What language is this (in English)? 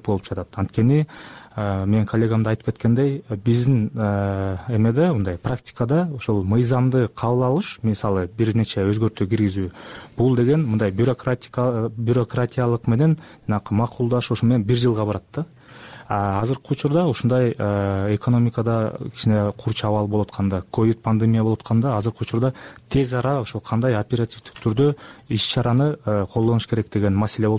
Kyrgyz